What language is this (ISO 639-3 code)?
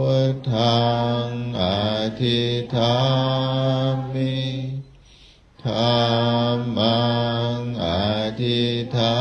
pli